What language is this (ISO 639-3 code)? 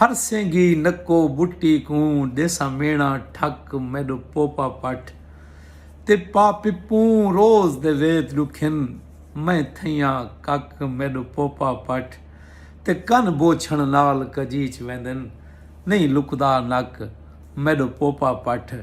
skr